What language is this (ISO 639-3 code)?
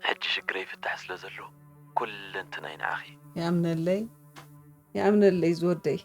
tir